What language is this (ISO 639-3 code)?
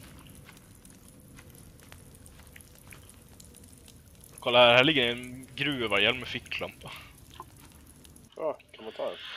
swe